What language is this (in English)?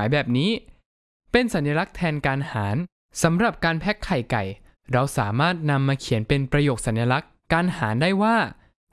Thai